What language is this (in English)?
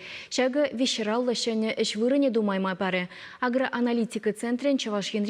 Chuvash